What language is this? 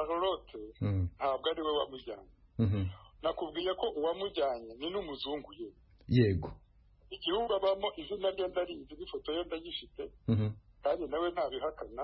Kinyarwanda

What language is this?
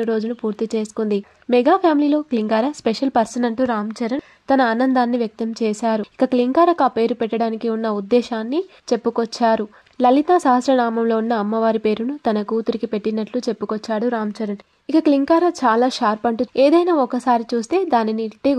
Telugu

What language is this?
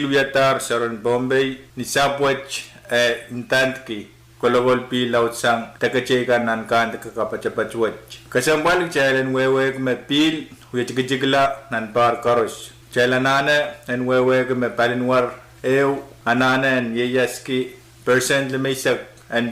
Pohnpeian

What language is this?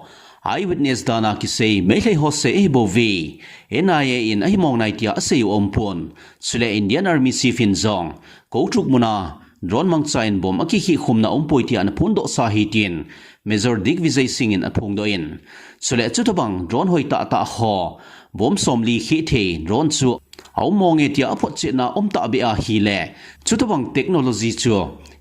Thado Chin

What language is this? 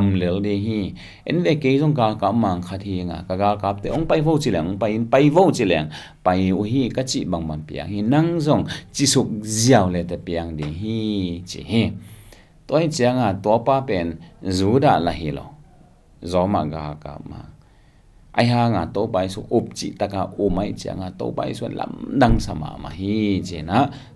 Tedim Chin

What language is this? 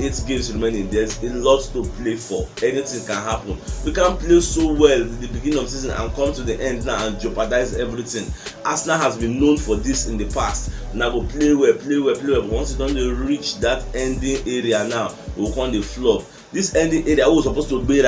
Nigerian Pidgin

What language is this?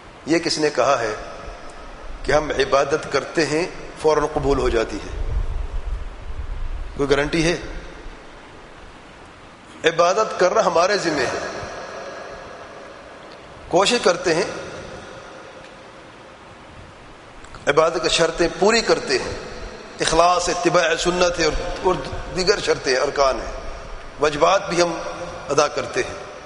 Urdu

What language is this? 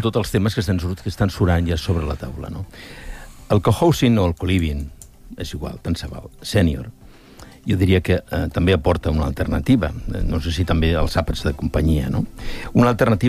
Catalan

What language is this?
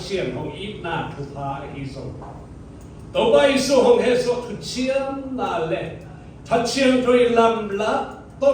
Siyin Chin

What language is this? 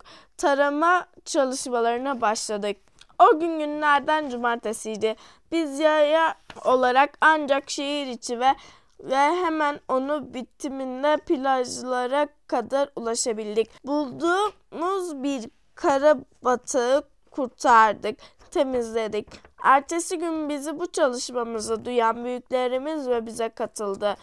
Turkish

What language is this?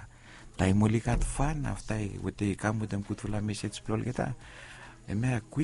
Bislama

